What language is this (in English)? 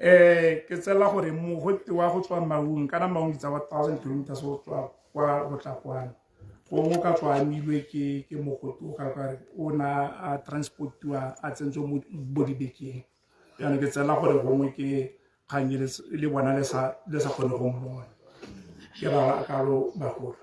Tswana